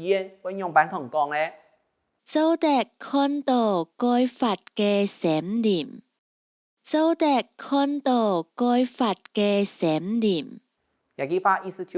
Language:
Hakka Chinese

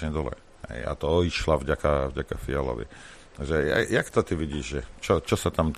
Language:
Slovak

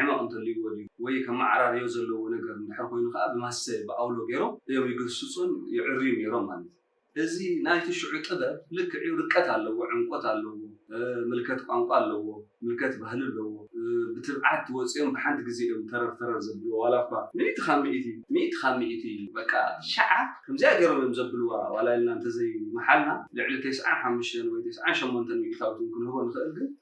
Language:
Tigrinya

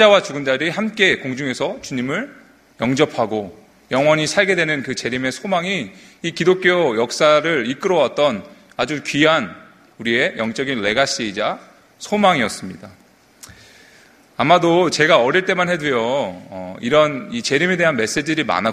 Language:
Korean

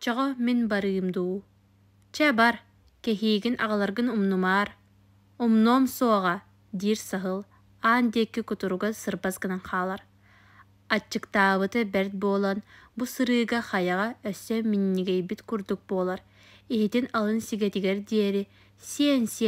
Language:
Yakut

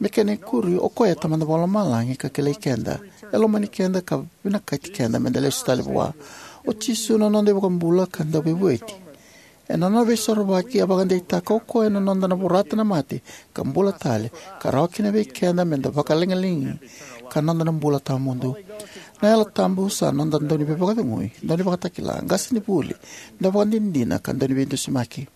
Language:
Fijian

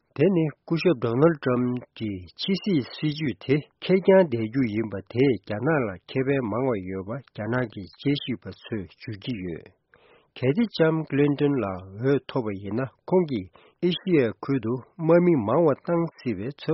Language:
Tibetan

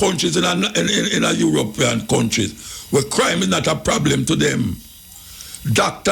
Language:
Jamaican Creole English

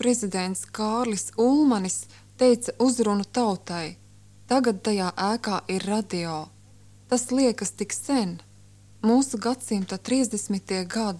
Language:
Latvian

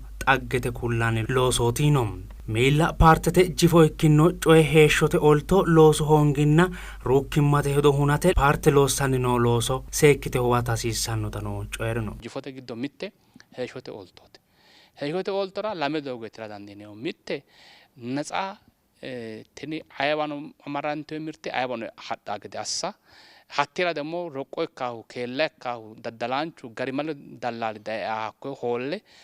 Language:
Sidamo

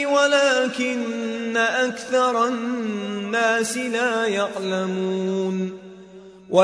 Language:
Arabic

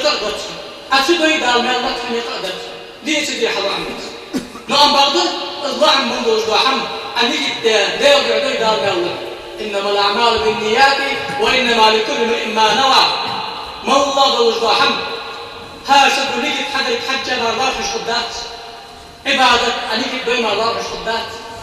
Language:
Ingush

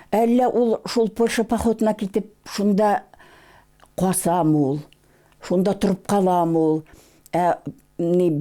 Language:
Bashkir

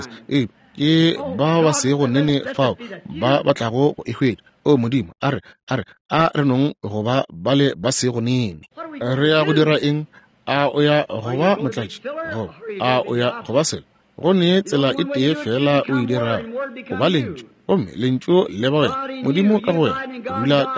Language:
Northern Sotho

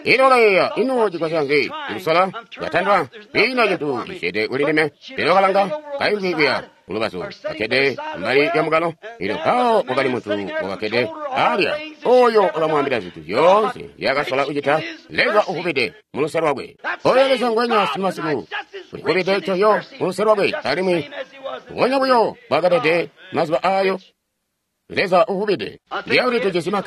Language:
Tonga (Zambia)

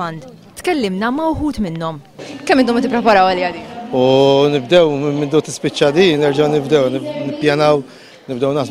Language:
Maltese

